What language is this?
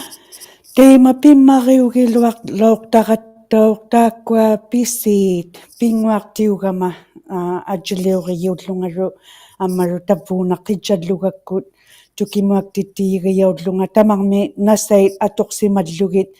Inuktitut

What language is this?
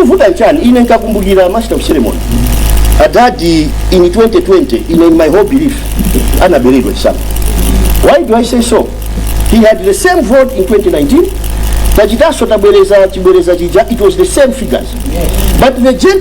Nyanja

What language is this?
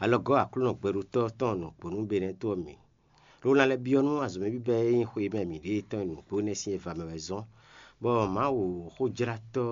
Fon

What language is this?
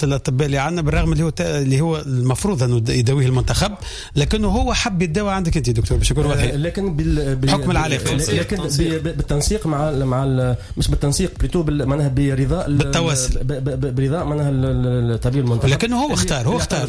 Tunisian Arabic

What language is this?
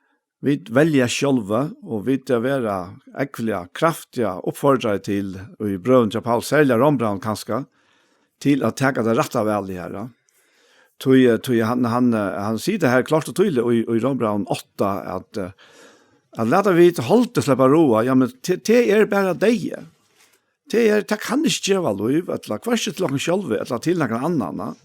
Faroese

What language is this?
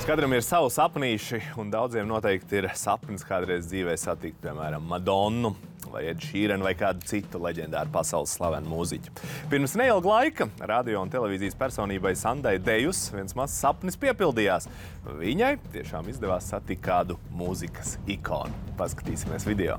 Latvian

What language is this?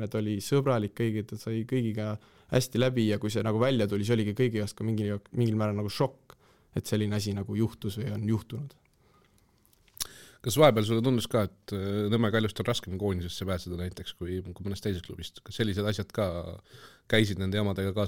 Estonian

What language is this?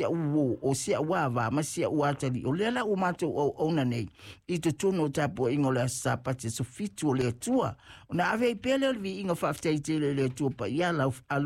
Samoan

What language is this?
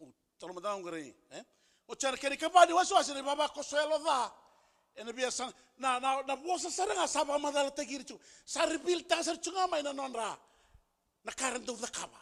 Fijian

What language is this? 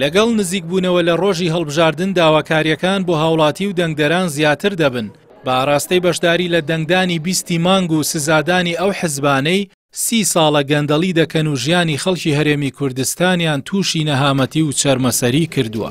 Central Kurdish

